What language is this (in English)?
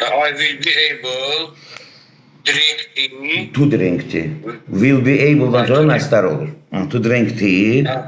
Azerbaijani